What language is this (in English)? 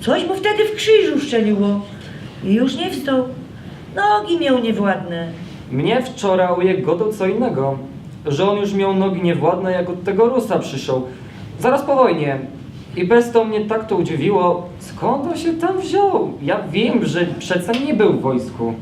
Silesian